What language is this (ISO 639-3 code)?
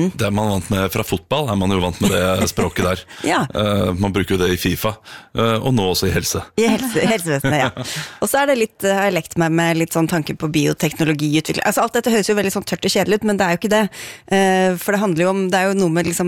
nor